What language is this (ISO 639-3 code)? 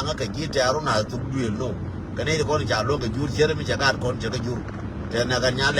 nus